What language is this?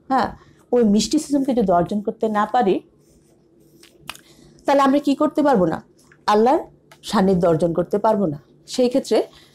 Bangla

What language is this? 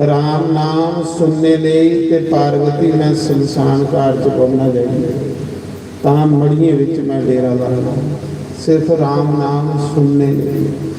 Dogri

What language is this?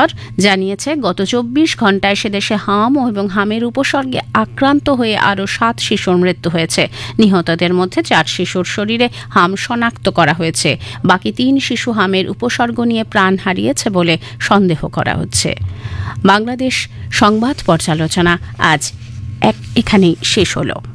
Bangla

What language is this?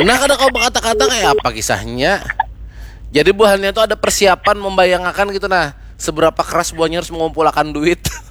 Banjar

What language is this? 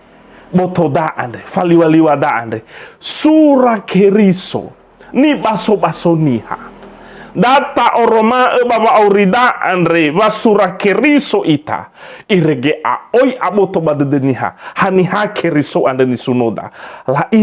Nias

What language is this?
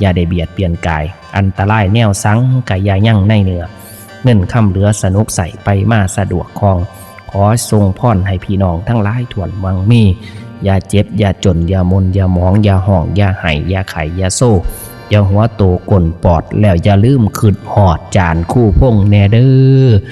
Northeastern Thai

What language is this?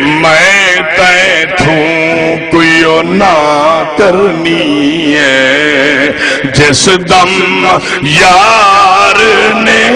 Saraiki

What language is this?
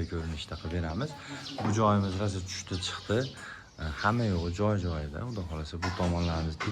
Uzbek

